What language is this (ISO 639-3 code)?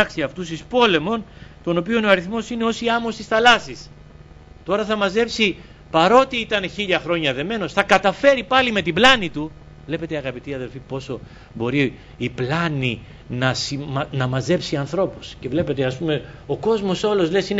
ell